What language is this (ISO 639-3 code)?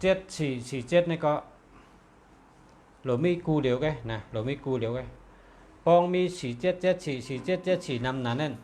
shn